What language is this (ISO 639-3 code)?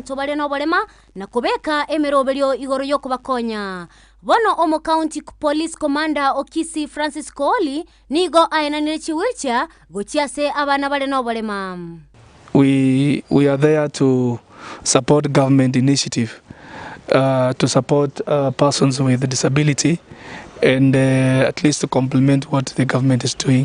guz